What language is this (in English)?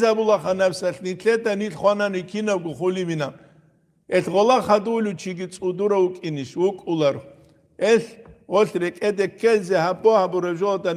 Avaric